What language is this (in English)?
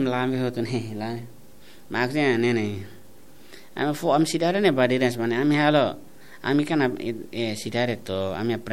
Tetum